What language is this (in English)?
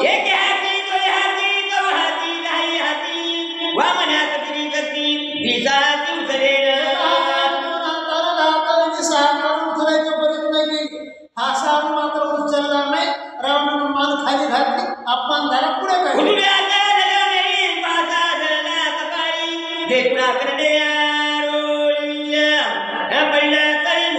Marathi